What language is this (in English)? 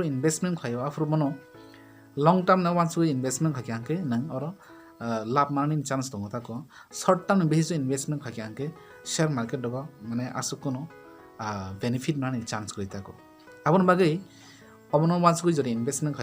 Kok Borok